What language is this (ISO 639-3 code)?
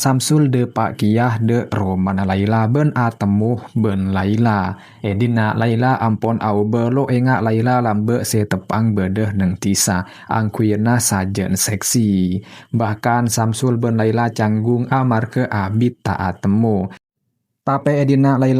mad